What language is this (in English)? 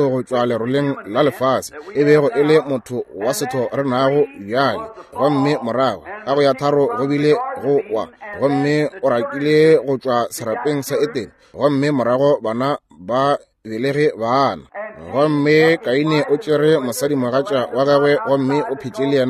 Northern Sotho